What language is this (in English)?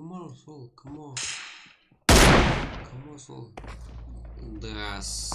Kara-Kalpak